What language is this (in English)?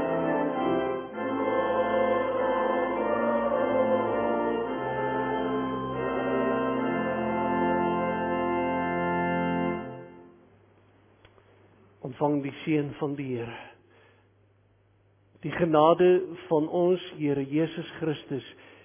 Afrikaans